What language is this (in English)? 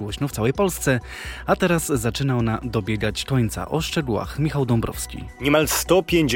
Polish